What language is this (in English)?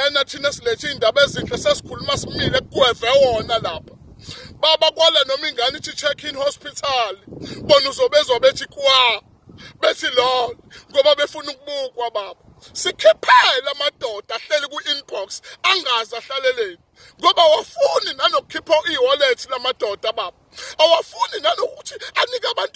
Zulu